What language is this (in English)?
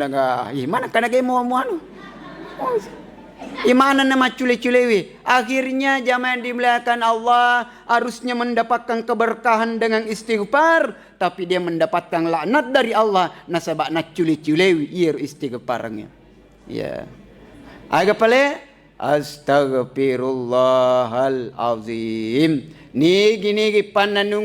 Buginese